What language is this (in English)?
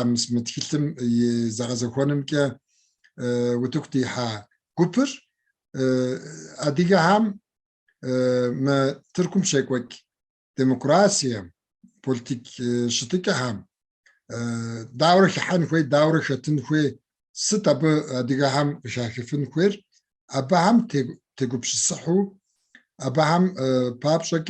Kabardian